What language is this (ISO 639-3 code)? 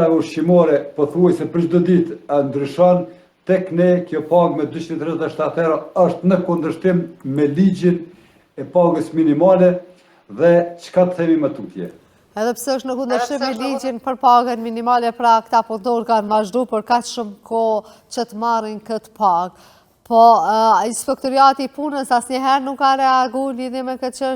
sqi